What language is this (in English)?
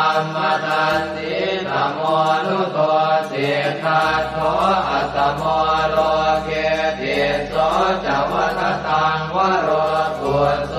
Pali